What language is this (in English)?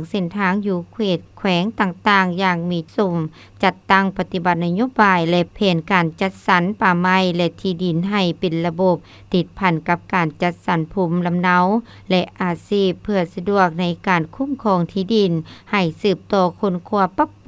Lao